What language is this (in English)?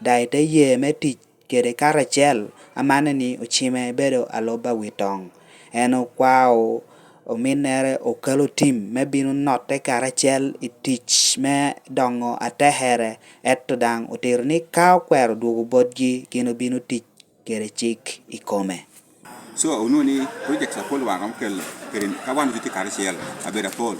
Lango (Uganda)